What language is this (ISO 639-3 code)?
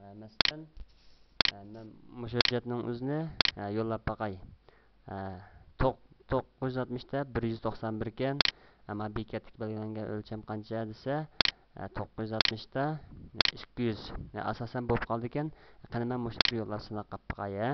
uig